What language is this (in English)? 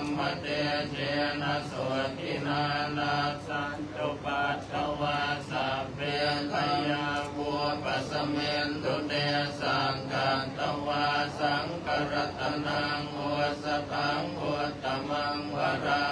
Pali